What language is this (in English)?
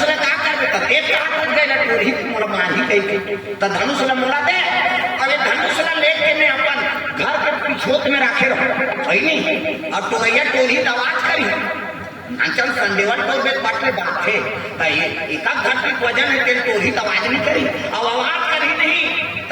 Chhattisgarhi